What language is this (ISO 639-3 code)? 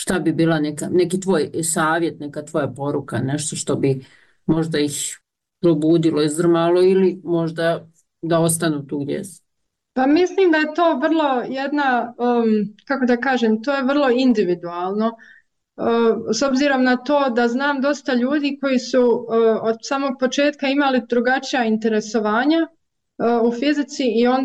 bos